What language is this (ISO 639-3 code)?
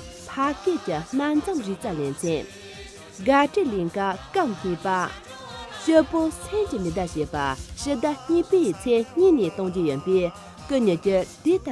bod